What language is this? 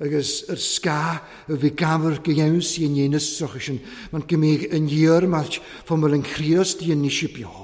Welsh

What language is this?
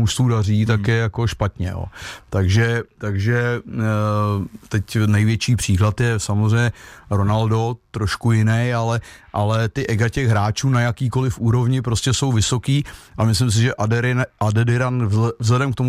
Czech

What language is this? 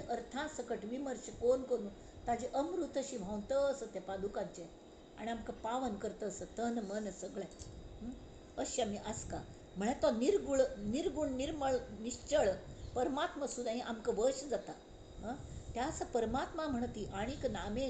Konkani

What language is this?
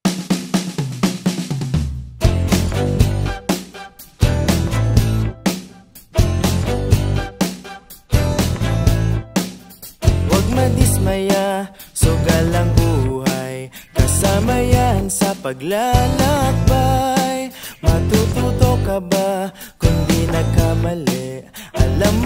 Filipino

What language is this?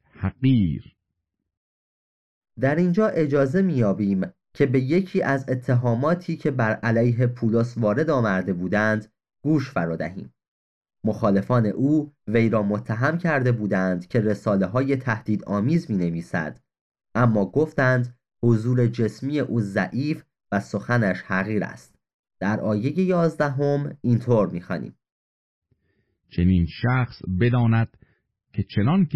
Persian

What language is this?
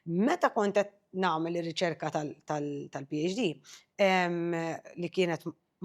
Maltese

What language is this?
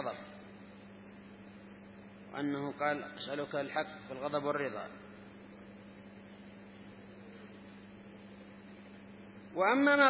Arabic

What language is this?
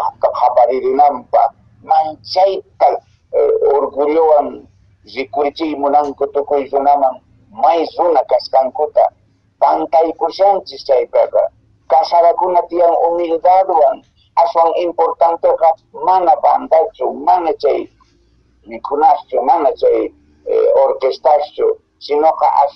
Quechua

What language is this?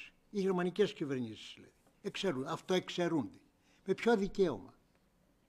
Greek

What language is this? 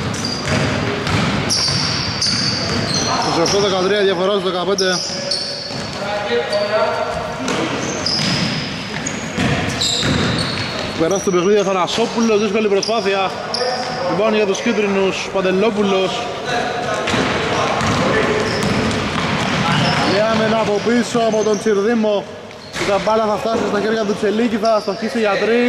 Greek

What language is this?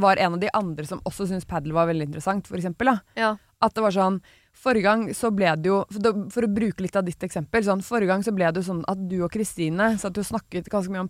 Norwegian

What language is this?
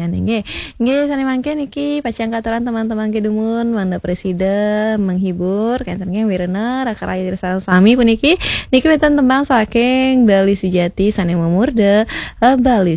Balinese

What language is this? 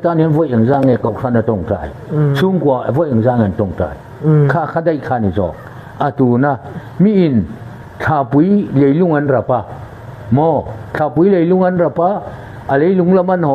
Hakha Chin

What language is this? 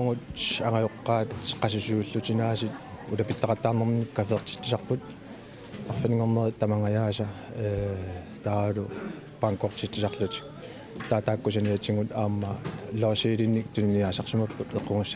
Kalaallisut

